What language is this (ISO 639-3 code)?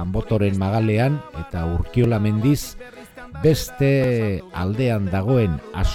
eus